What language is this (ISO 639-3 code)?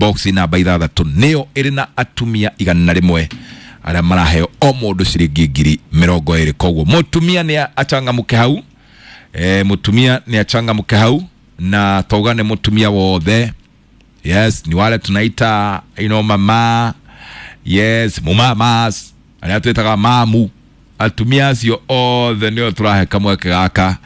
kik